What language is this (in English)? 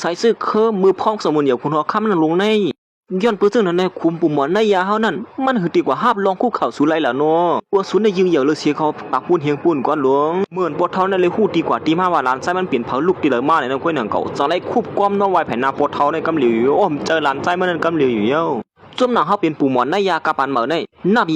Shan